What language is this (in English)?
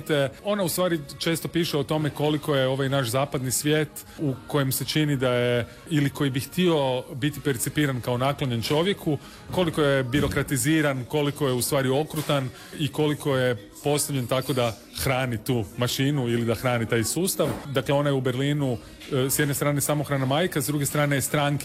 Croatian